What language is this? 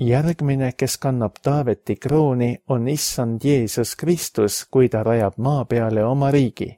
Estonian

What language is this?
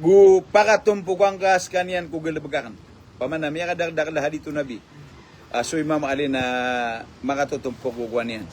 Maranao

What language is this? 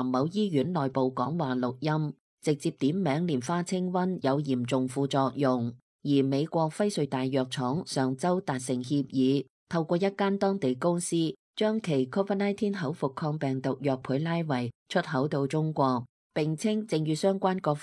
Cantonese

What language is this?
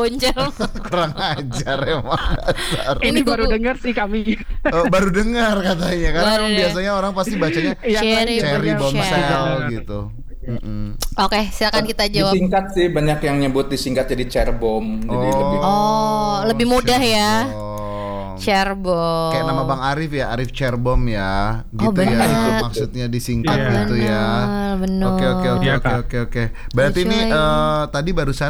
Indonesian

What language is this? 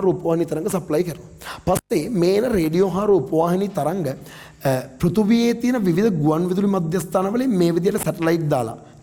Sinhala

